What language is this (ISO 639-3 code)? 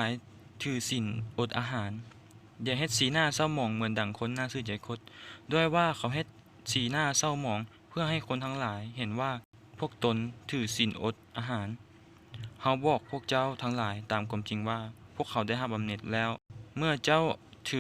lao